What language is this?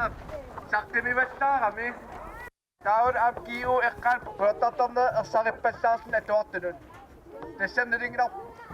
Kalaallisut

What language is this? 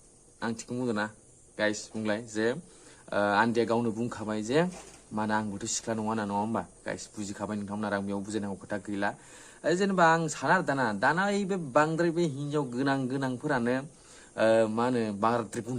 Bodo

